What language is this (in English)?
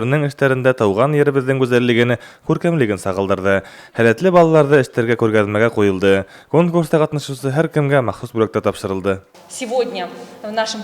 Bashkir